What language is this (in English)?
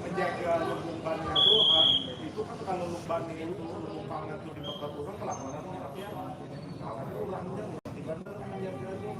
Banjar